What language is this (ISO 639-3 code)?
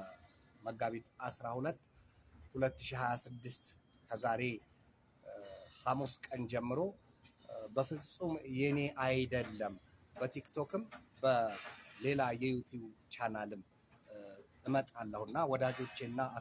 amh